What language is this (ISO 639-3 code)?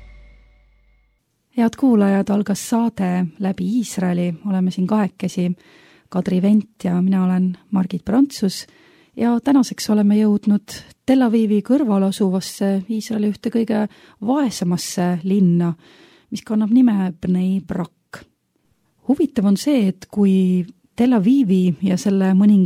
est